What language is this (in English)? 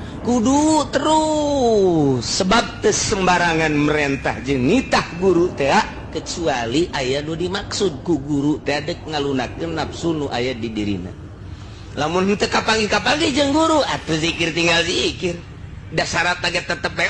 Sundanese